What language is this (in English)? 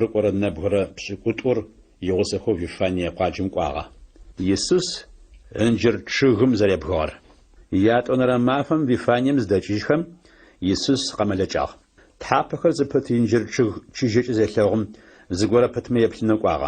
Adyghe